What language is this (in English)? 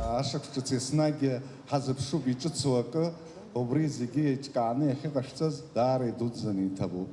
Abkhazian